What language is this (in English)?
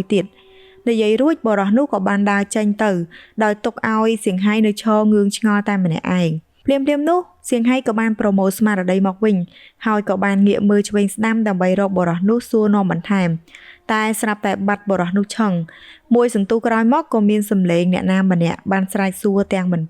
Khmer